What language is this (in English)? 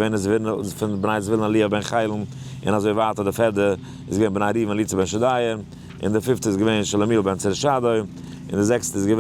Yiddish